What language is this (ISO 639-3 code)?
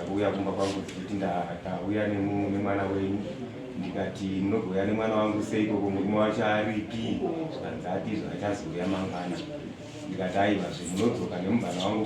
sna